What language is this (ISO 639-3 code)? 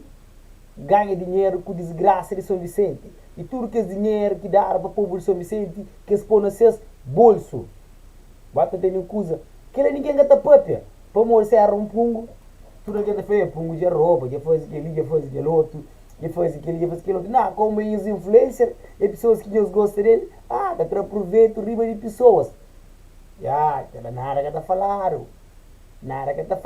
kea